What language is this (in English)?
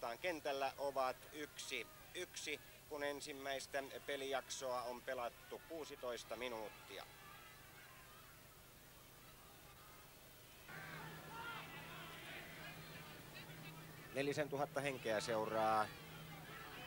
Finnish